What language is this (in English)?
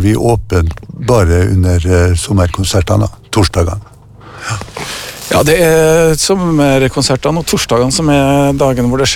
Norwegian